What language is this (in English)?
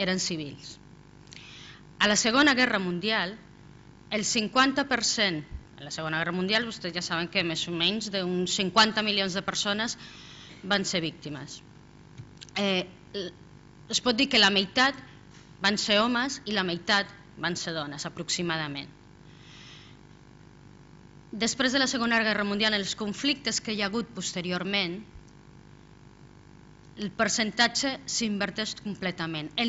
Catalan